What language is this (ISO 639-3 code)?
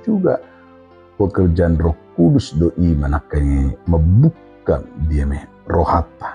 bbc